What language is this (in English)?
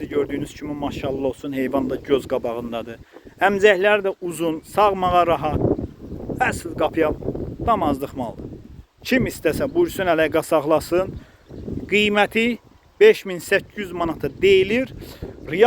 Azerbaijani